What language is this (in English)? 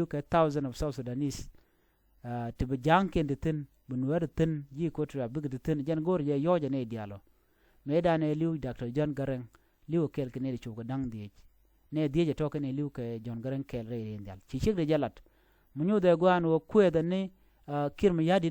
Nuer